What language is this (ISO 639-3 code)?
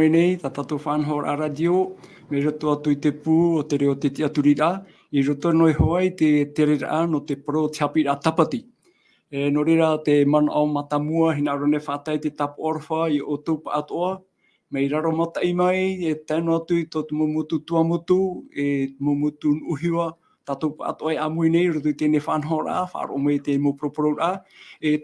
tah